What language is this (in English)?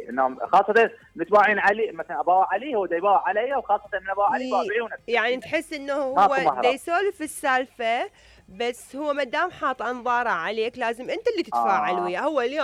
Mesopotamian Arabic